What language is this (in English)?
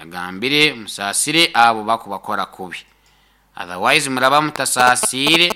Nyoro